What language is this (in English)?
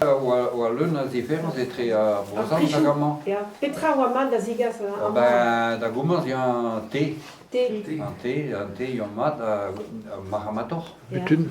Breton